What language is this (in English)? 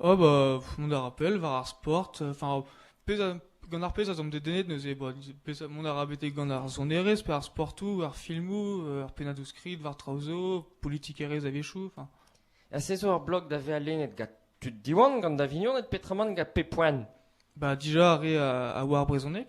Breton